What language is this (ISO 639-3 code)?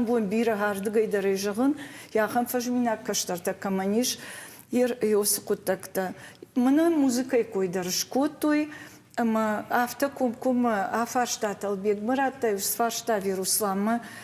oss